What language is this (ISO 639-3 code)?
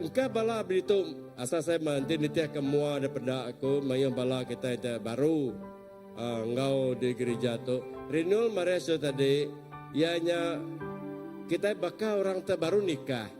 iba